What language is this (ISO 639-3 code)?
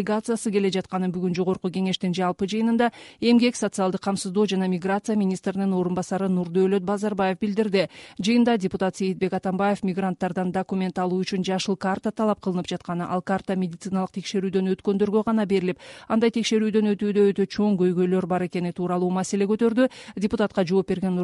kir